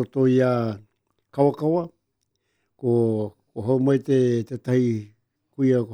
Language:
Māori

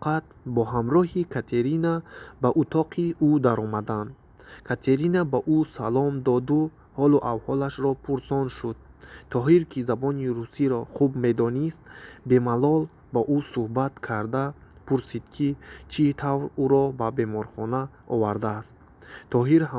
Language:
Tajik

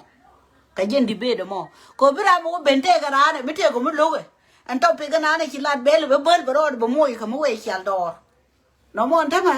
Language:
Nuer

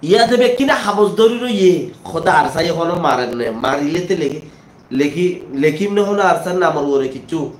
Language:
Rohingya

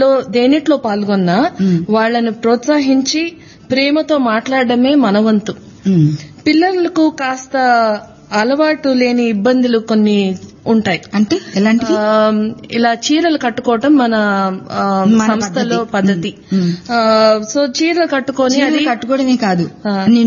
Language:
Telugu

